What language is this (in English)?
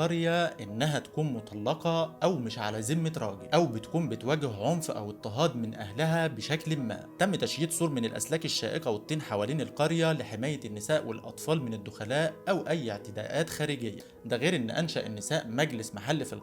Egyptian Arabic